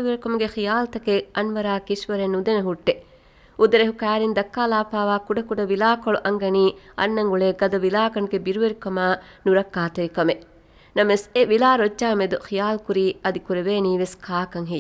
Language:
Divehi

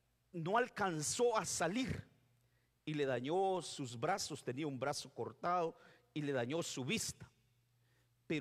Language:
Spanish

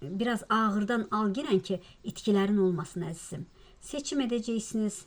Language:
Azerbaijani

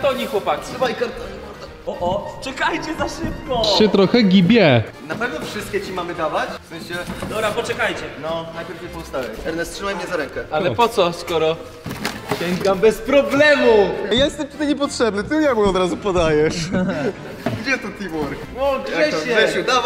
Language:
Polish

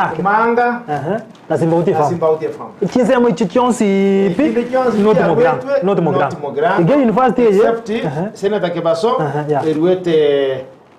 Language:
Gusii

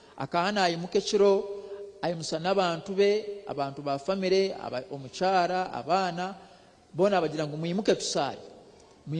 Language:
Nyankole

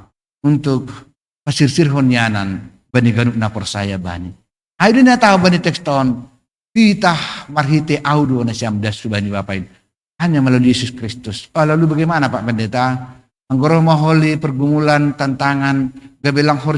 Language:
Batak Simalungun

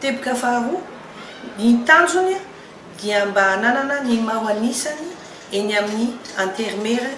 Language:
Malagasy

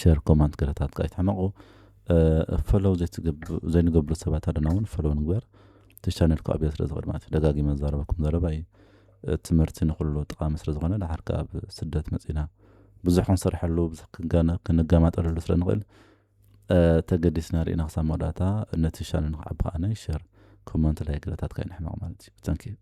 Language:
Tigrinya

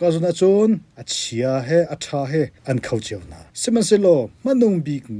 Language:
Hakha Chin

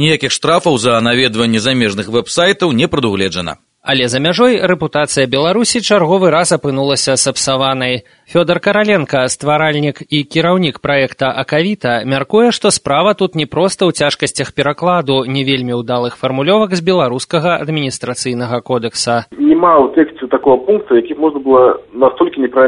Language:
Belarusian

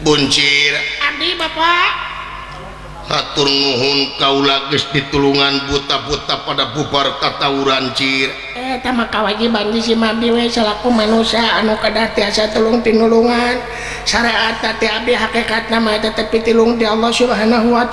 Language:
Sundanese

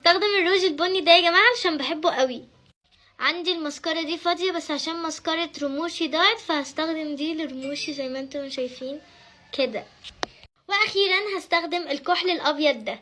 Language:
Egyptian Arabic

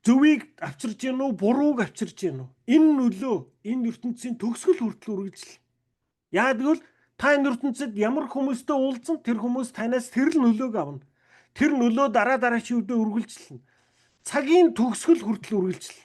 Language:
Mongolian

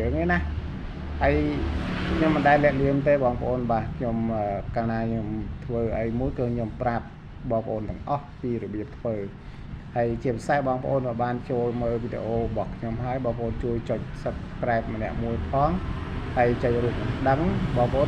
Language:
Khmer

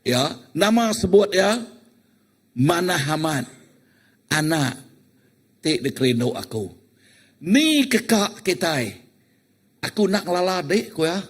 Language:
Iban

